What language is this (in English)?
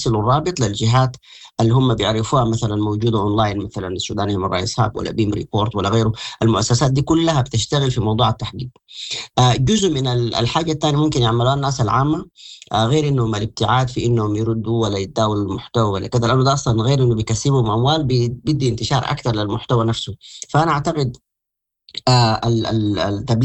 Sudanese Arabic